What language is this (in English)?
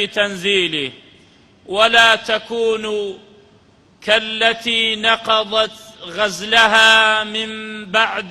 Central Kurdish